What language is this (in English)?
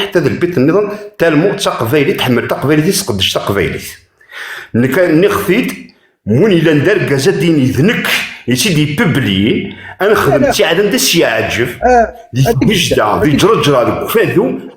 Kabyle